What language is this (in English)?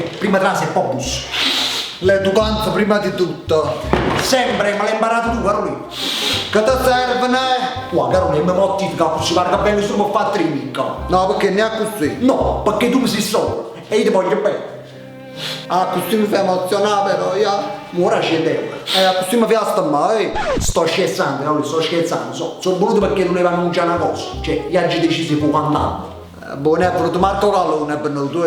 Neapolitan